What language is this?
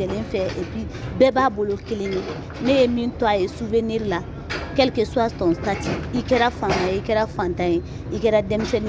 Bambara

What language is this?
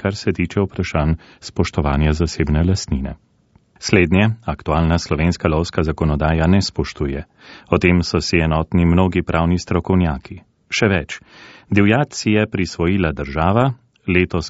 Slovenian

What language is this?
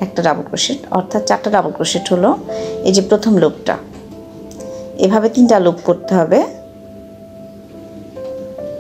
Bangla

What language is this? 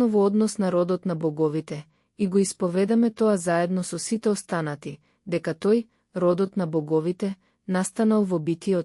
Macedonian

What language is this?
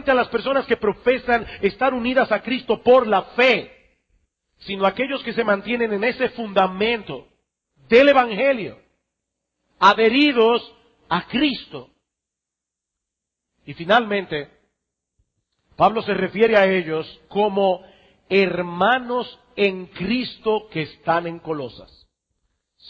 Spanish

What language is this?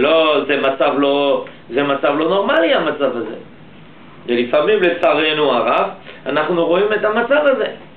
Hebrew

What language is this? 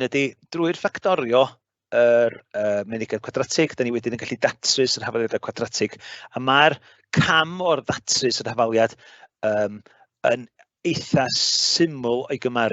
Welsh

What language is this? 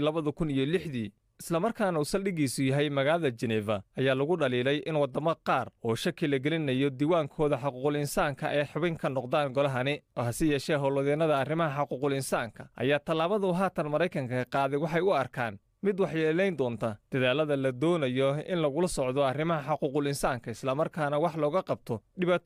Somali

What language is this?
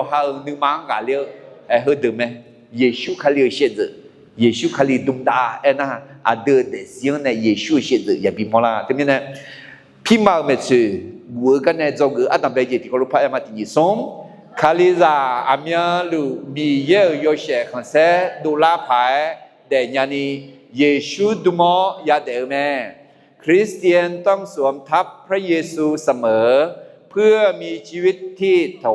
Akha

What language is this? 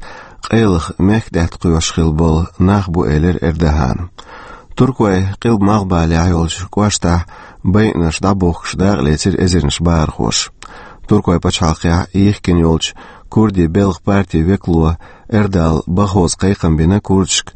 Chechen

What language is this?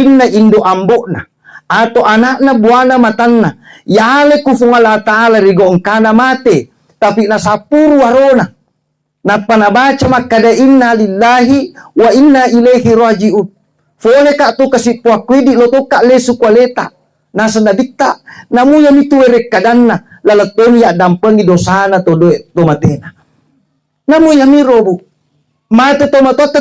Buginese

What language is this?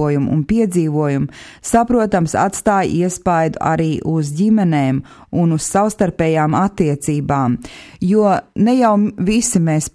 Latvian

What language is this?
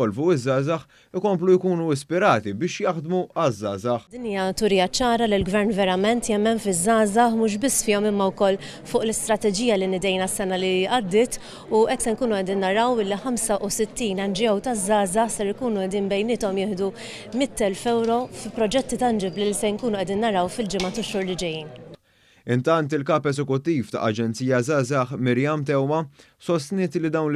Maltese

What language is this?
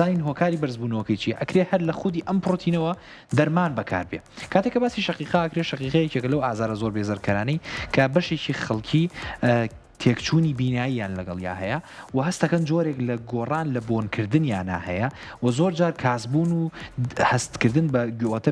Central Kurdish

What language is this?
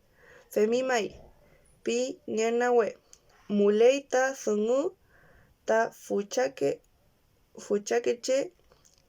Mapuche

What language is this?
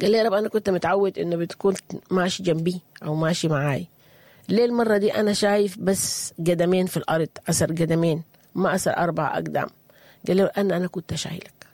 Sudanese Arabic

